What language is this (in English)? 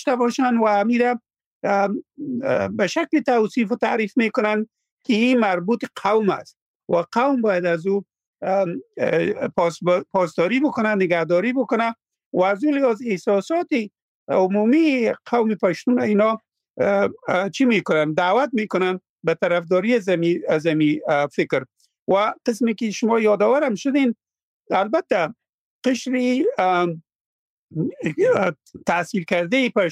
Persian